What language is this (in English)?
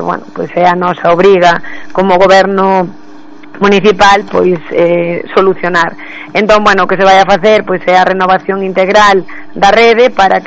Galician